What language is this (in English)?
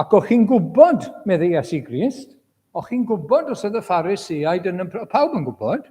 Welsh